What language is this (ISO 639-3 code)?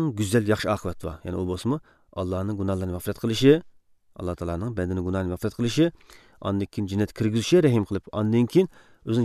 uig